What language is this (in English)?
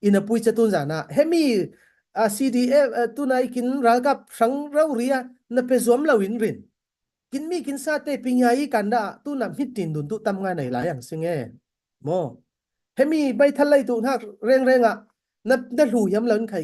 Falam Chin